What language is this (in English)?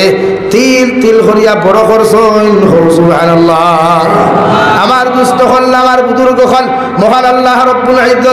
Sylheti